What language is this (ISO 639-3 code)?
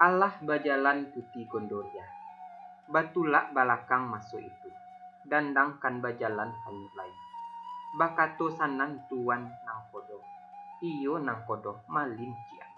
min